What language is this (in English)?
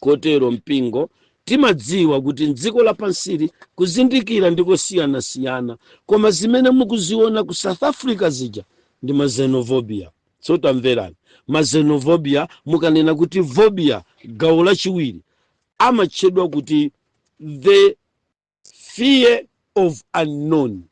Nyanja